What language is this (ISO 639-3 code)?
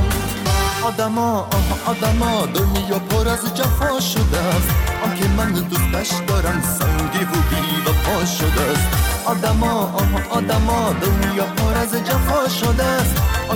fas